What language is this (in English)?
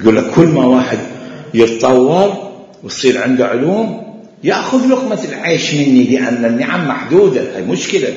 Mesopotamian Arabic